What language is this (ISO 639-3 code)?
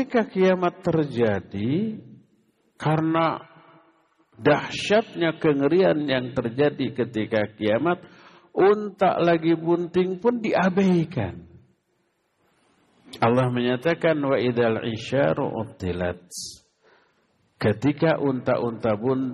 ind